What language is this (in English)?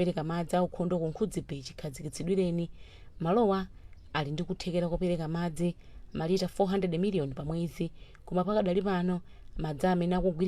Nyanja